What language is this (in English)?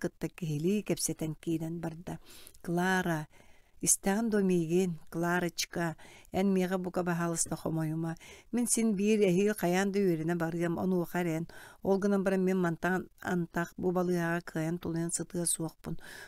Yakut